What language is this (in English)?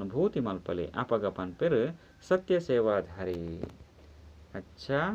Tulu